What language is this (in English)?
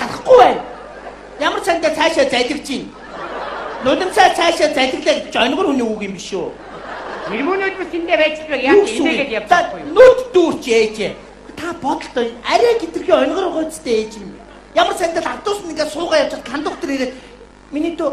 Mongolian